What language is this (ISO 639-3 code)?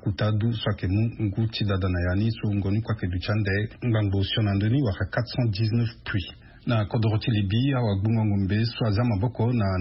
sag